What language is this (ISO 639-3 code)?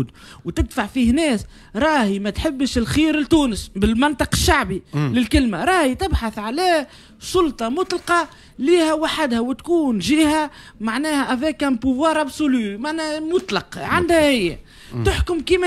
aeb